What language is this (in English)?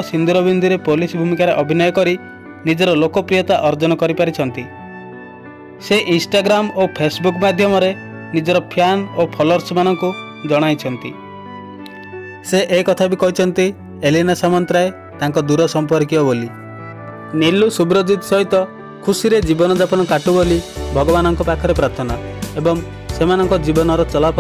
Odia